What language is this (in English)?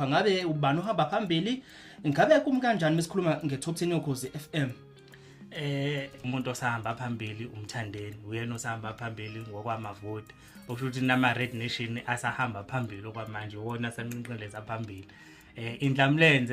Zulu